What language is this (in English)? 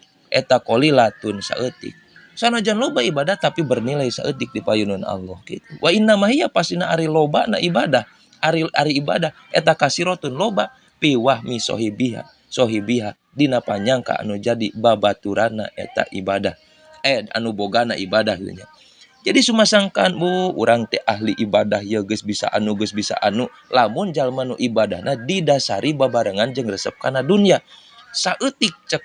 Sundanese